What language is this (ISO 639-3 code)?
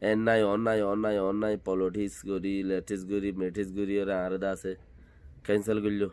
rhg